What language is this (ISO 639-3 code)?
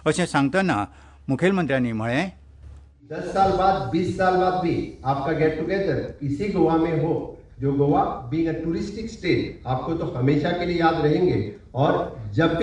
kok